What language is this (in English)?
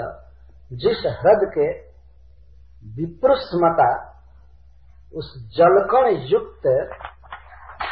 Hindi